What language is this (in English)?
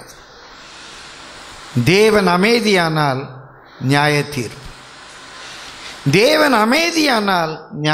Tamil